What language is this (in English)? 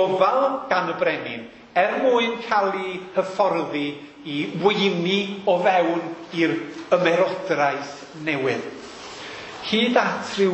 Welsh